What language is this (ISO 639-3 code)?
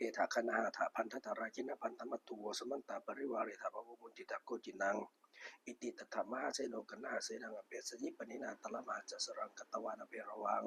pli